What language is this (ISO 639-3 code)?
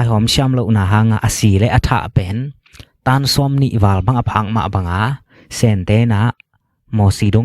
ctd